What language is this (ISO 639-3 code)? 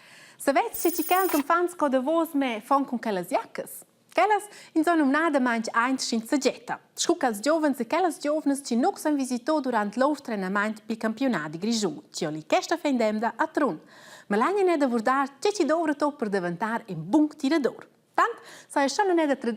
roh